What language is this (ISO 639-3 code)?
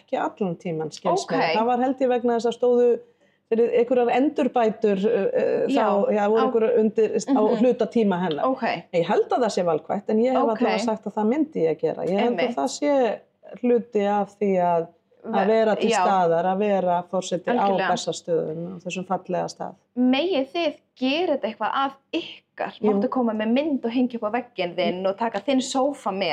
isl